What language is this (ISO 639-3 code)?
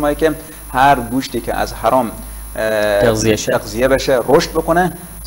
fas